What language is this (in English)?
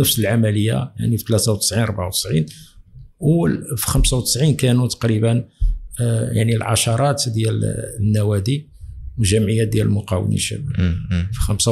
Moroccan Arabic